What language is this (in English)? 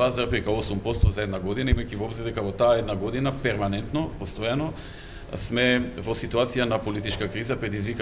Macedonian